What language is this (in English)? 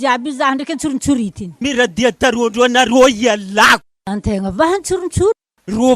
Malagasy